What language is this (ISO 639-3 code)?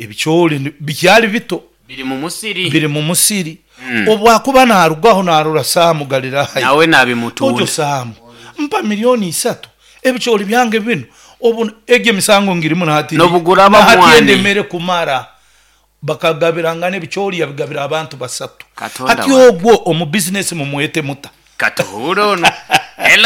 nyo